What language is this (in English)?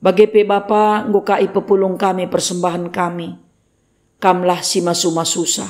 Batak Karo